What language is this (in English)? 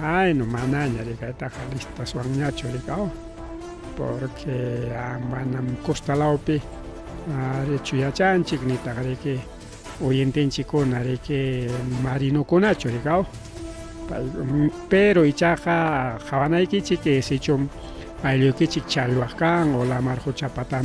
Ayacucho Quechua